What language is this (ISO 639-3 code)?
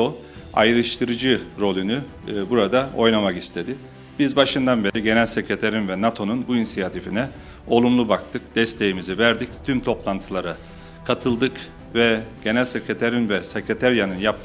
tur